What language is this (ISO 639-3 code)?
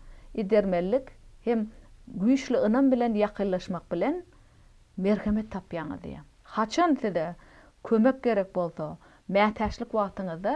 tuk